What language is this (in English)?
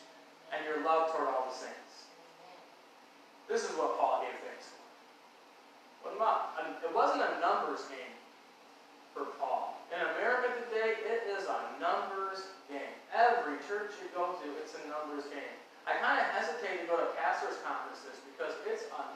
English